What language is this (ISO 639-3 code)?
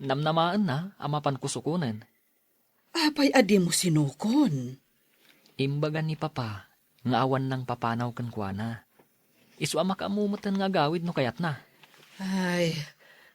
ilo